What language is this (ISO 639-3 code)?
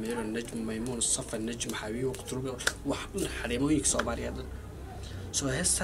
som